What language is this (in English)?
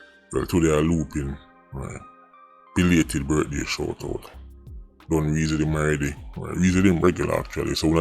Jamaican Creole English